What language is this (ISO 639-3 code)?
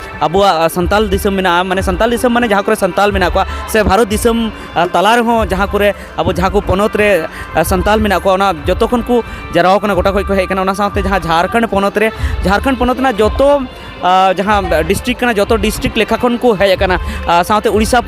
sat